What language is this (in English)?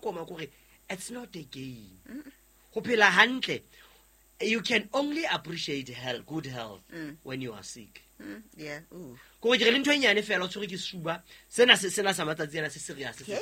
Southern Sotho